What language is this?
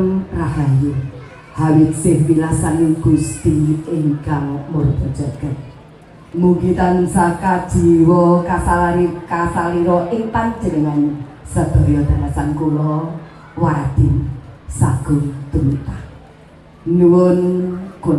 Javanese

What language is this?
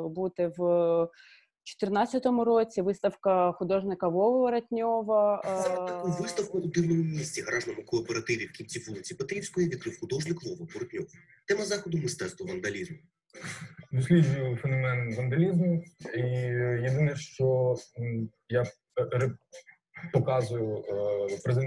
Ukrainian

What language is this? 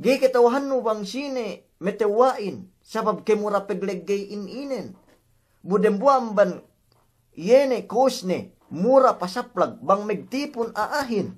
Yakan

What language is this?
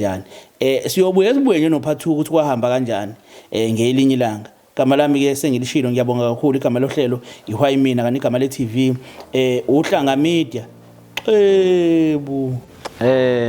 Zulu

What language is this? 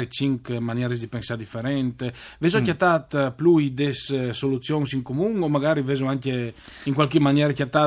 Friulian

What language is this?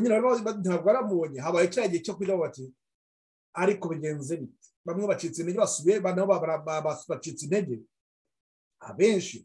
Kinyarwanda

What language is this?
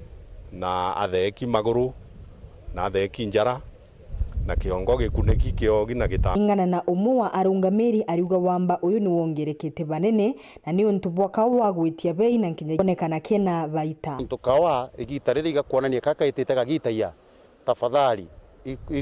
Meru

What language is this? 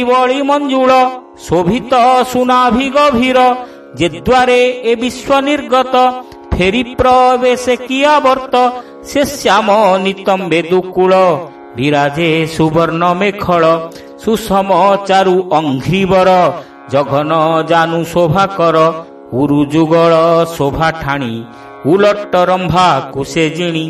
Odia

